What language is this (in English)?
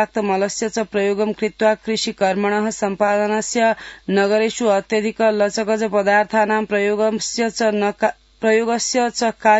Sanskrit